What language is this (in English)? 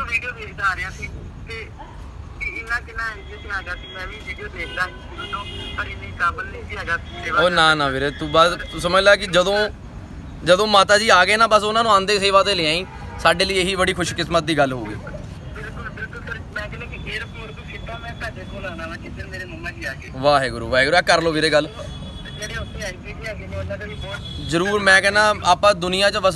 Punjabi